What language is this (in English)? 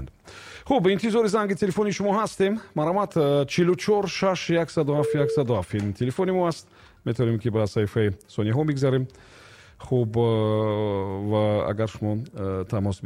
Tajik